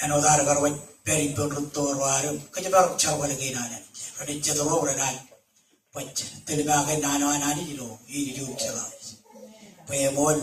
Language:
Marshallese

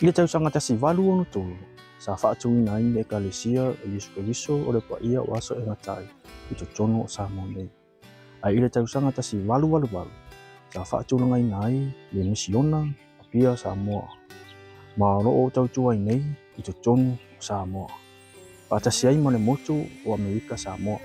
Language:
Samoan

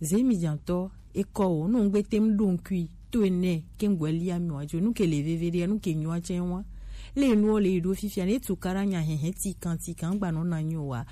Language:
Gen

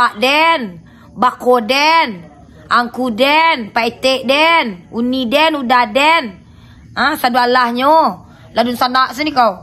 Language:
Minangkabau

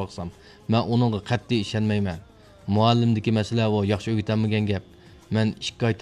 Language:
Uyghur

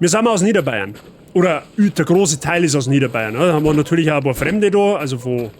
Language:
Bavarian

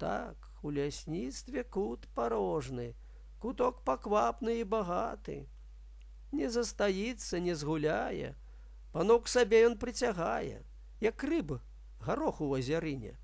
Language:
Belarusian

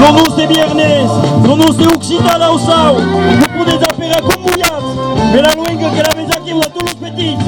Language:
Occitan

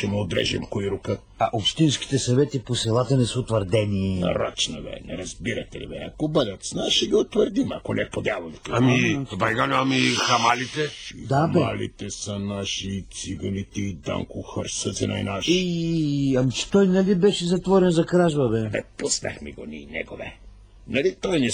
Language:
Bulgarian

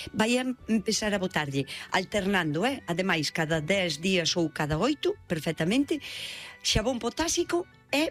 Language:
Galician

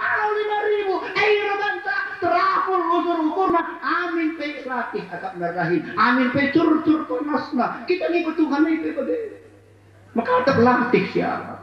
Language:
Batak Karo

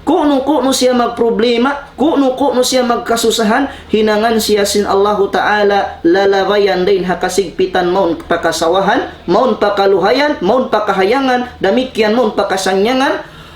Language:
Tausug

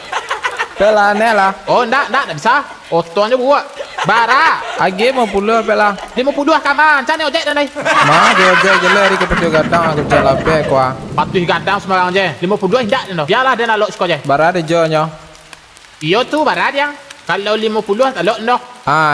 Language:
Minangkabau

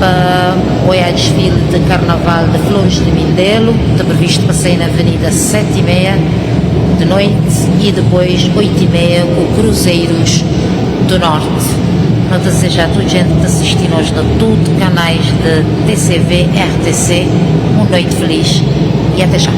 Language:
Kabuverdianu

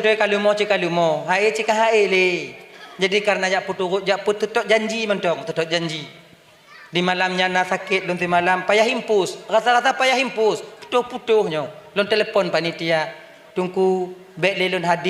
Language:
Achinese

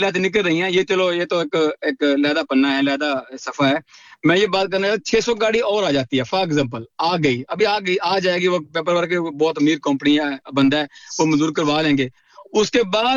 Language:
Urdu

